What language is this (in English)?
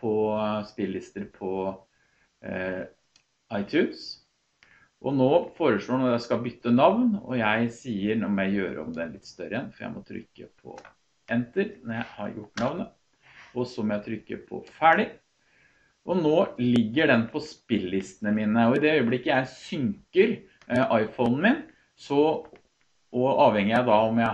Norwegian